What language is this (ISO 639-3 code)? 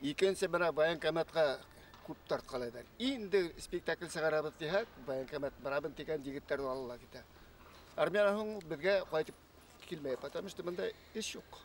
bak